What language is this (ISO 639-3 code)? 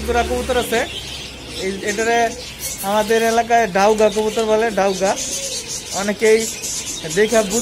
ben